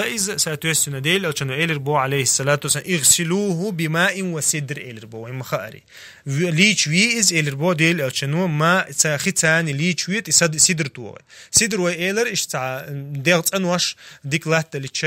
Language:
Chechen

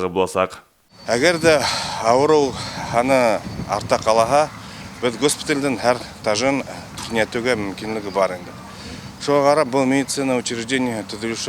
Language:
Bashkir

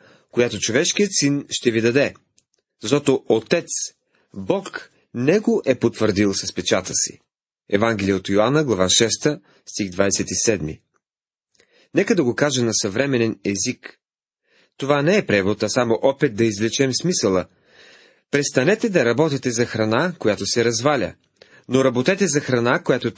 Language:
Bulgarian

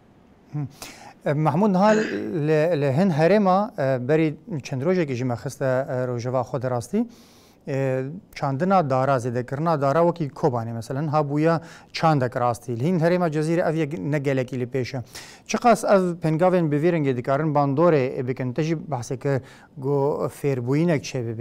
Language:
Kurdish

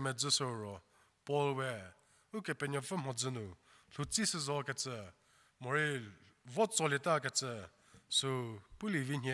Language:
Angami Naga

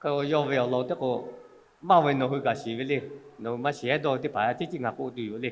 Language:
Lahu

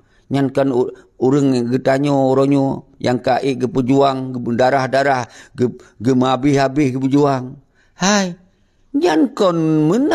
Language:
Achinese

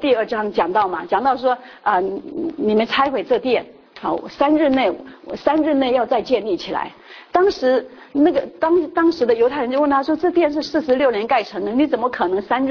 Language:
Chinese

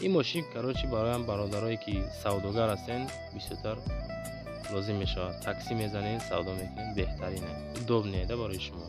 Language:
Tajik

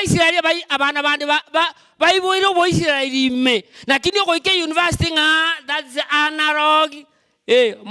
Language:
Gusii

